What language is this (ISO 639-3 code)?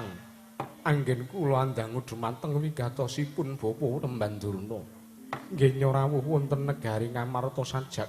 jav